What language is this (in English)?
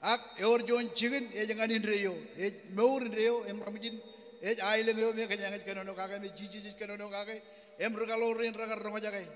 Marshallese